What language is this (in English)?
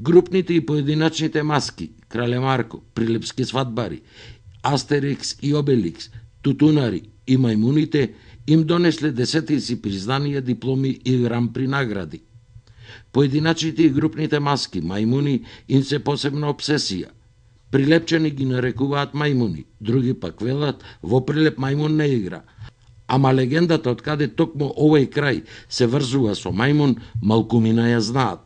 Macedonian